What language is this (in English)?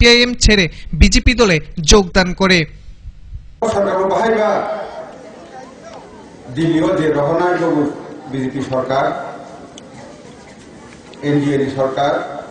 Bangla